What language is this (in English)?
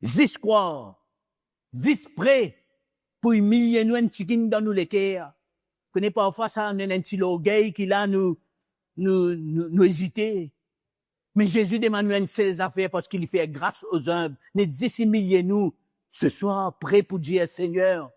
Morisyen